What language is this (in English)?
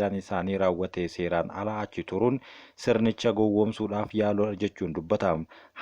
Oromo